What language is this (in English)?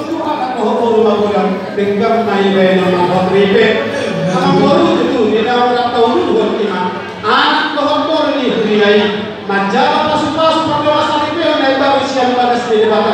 Batak Toba